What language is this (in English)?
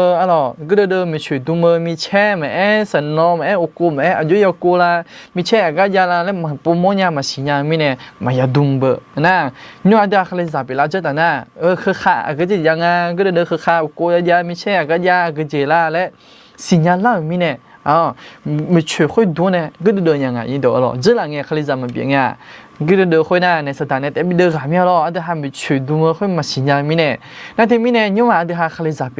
Akha